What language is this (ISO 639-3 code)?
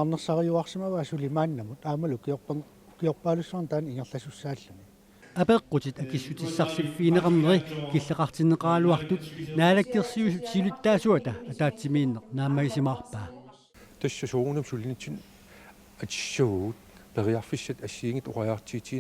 kal